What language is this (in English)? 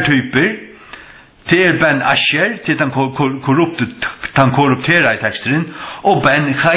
Faroese